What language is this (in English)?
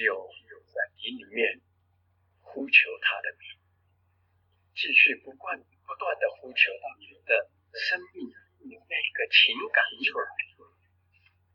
Chinese